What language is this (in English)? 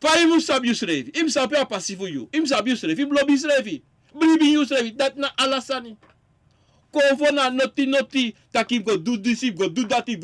Sranan Tongo